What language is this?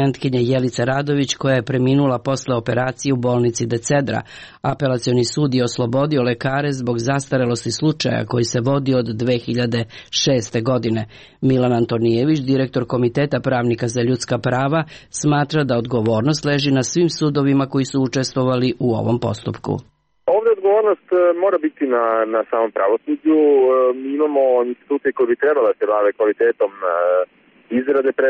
Serbian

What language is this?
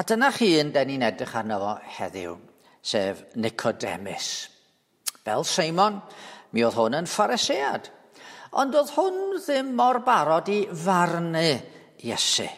Welsh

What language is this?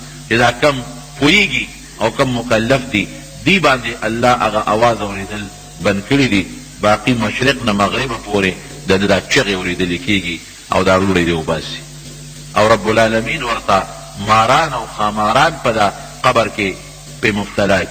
Pashto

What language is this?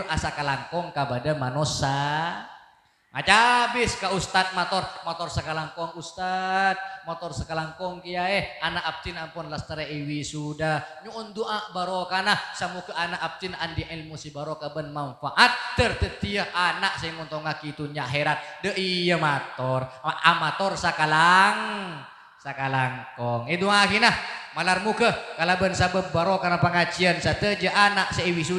Madurese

